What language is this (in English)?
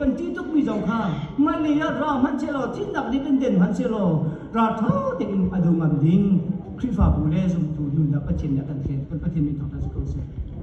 Hakha Chin